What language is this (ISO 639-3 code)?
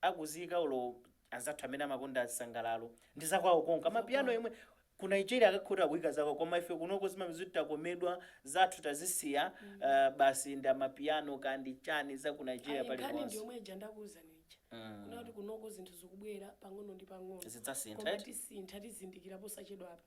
nya